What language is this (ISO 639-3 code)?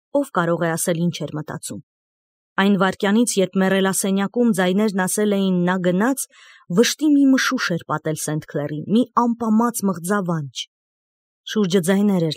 hye